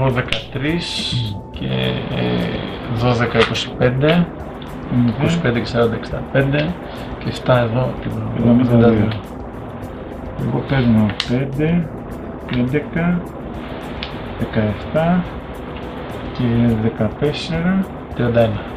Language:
Greek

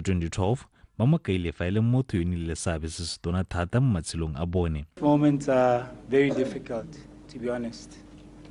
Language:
Tswana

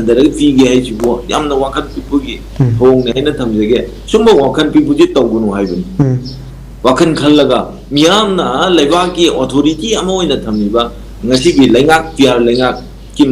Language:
Manipuri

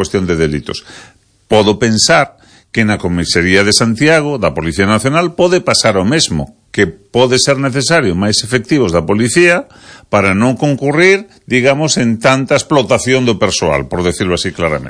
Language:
Galician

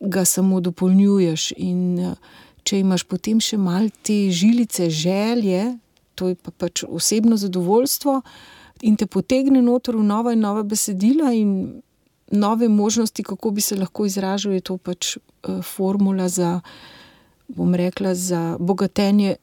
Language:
Slovenian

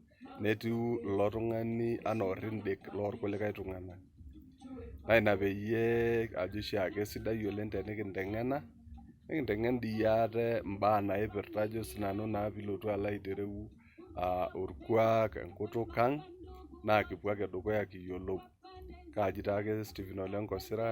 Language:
Masai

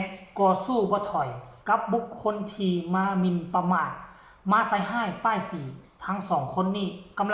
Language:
Lao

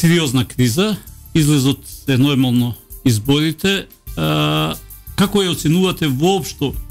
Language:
Macedonian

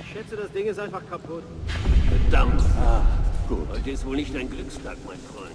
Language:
Bavarian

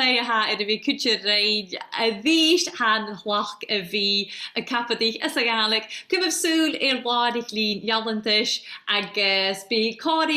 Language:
Scottish Gaelic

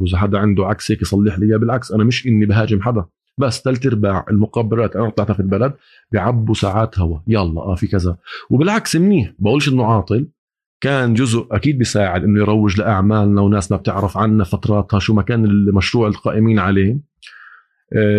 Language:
North Levantine Arabic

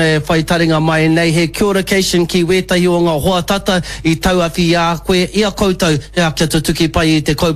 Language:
Māori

